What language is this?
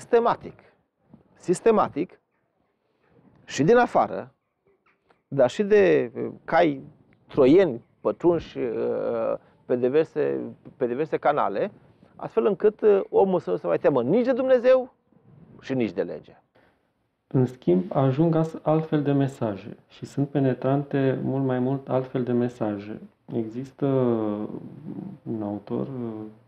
Romanian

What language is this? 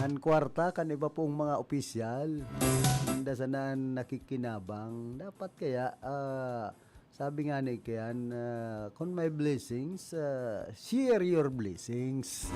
Bikol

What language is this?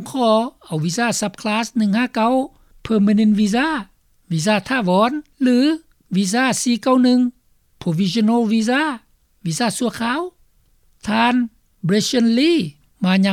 Lao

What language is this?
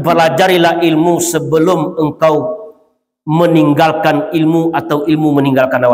Minangkabau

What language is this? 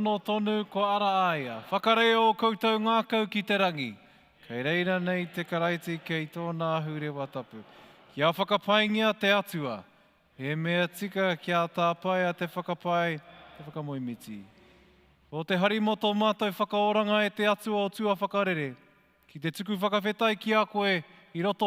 Māori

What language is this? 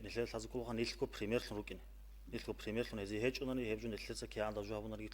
Avaric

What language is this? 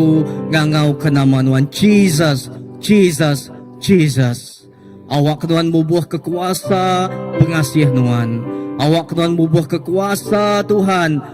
Iban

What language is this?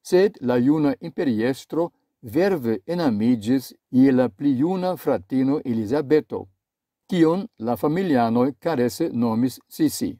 Esperanto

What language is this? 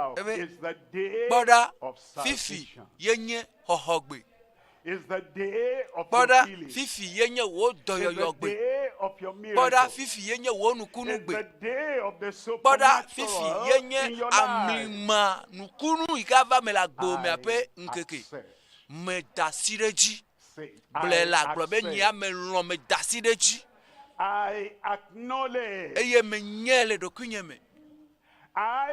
Ewe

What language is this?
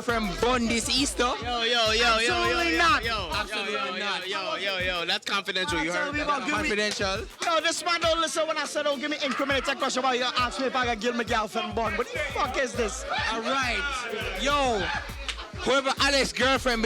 Jamaican Creole English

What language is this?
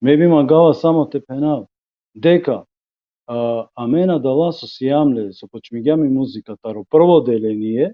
Balkan Romani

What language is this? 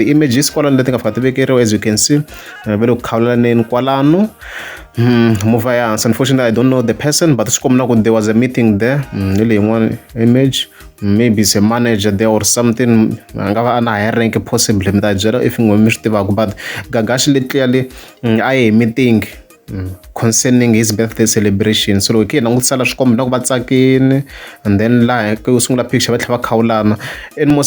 Tsonga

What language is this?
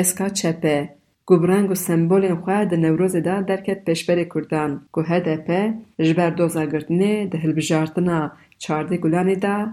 Kurdish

